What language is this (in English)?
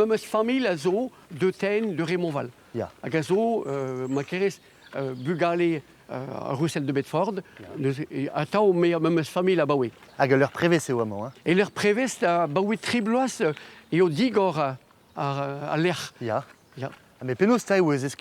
Breton